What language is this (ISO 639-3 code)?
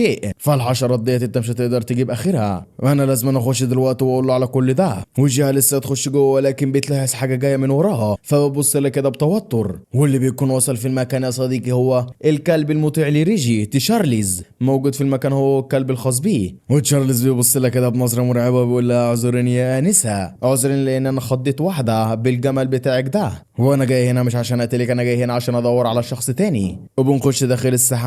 arz